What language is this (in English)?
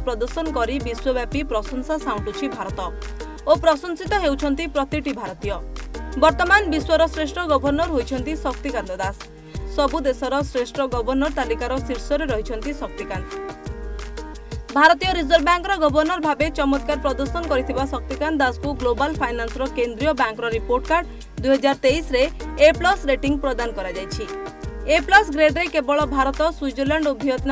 Odia